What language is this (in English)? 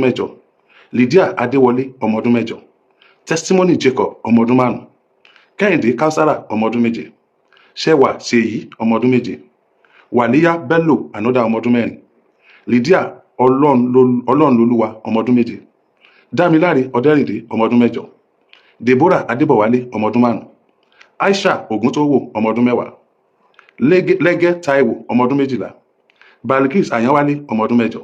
Yoruba